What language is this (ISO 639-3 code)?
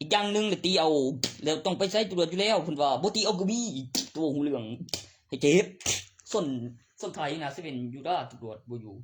tts